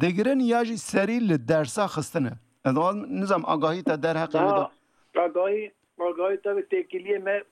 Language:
Kurdish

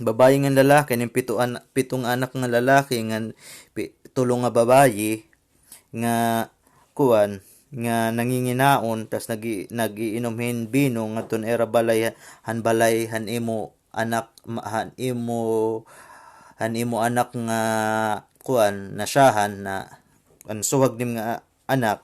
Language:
Waray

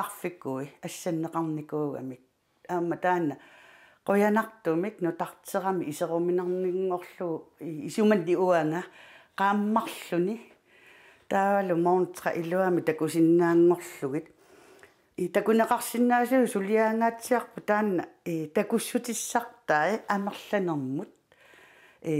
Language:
Kalaallisut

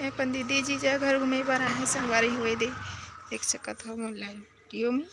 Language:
Chhattisgarhi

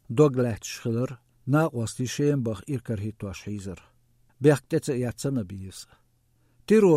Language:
Chechen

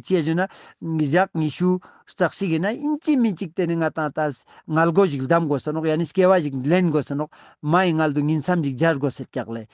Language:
Ladakhi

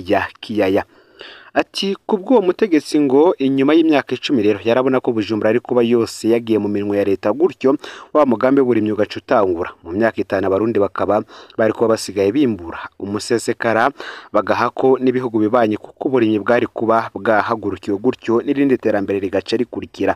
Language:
Rundi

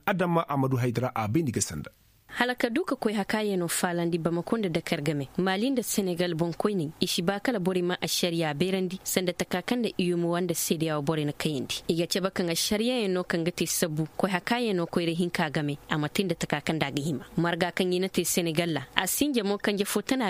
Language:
Koyraboro Senni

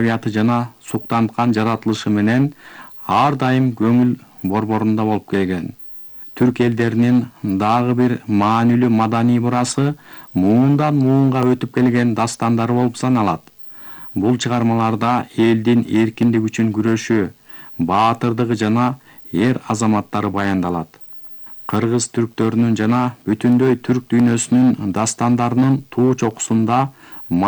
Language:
Kyrgyz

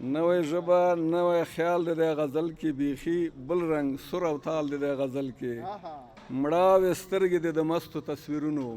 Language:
Pashto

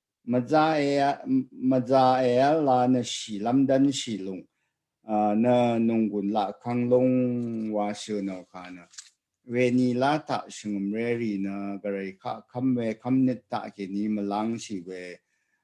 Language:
Rawang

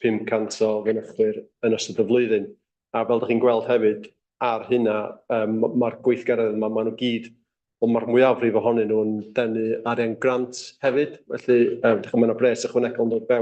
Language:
Welsh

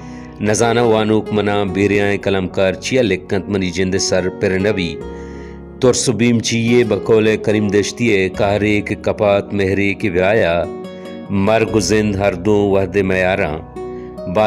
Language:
Baluchi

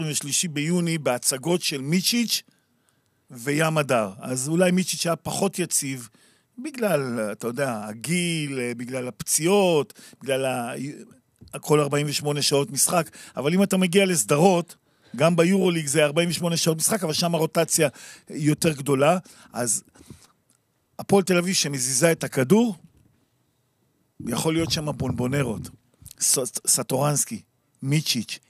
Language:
Hebrew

